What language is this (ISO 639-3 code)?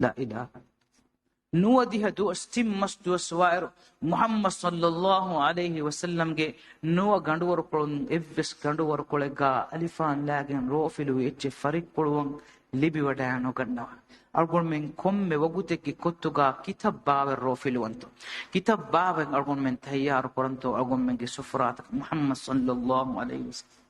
div